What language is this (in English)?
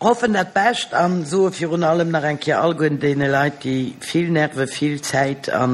Luxembourgish